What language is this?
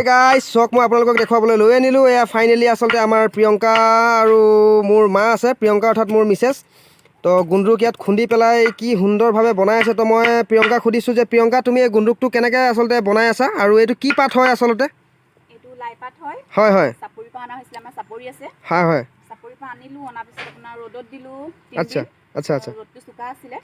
Assamese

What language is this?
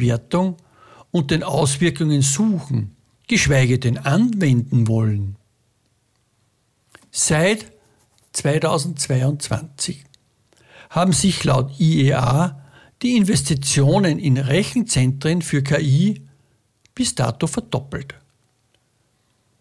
German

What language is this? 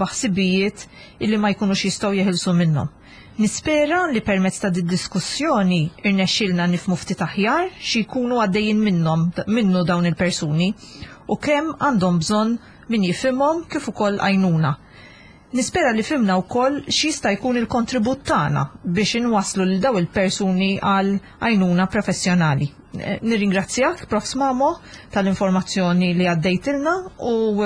Maltese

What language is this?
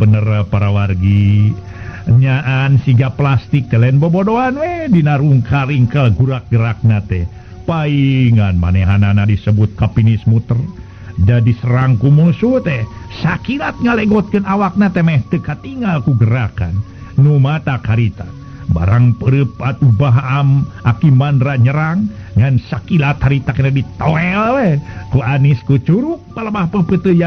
Sundanese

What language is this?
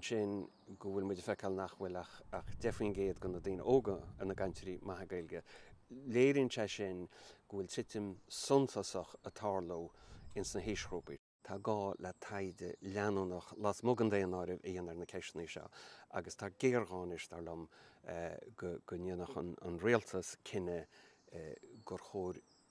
Irish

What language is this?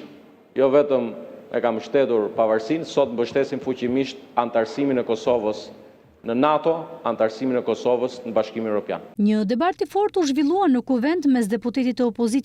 Albanian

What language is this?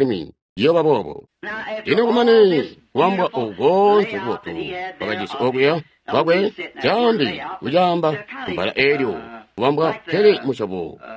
Tonga (Zambia)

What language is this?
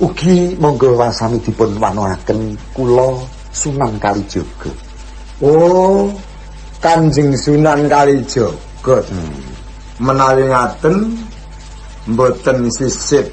Javanese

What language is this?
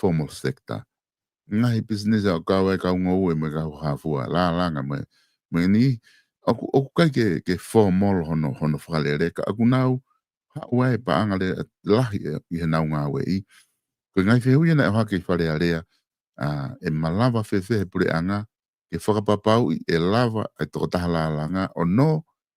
Tongan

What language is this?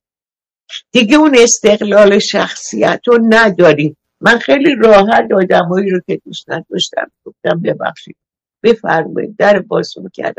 Persian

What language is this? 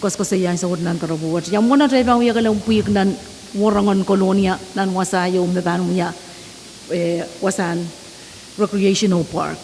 Pohnpeian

